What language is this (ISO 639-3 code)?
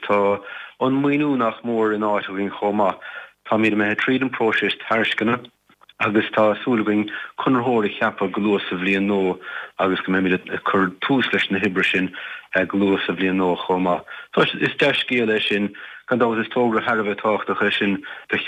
gle